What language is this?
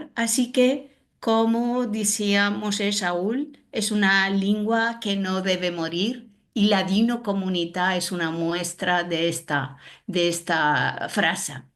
Ladino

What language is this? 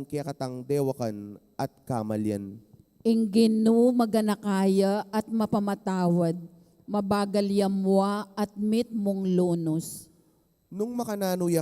Pampanga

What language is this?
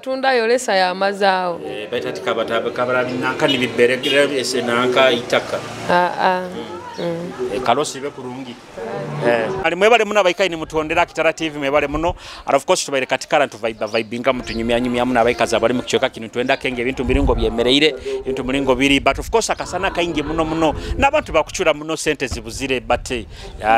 Nyoro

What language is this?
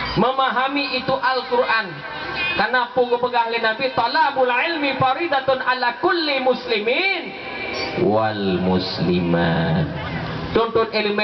Achinese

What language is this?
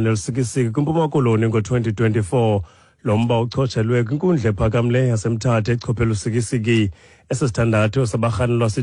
Xhosa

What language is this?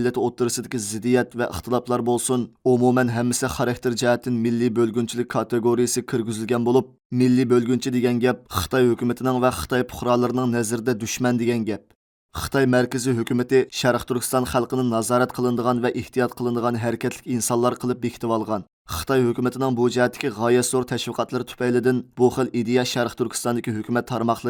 Uyghur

